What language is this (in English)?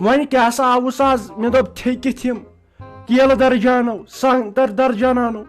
Kashmiri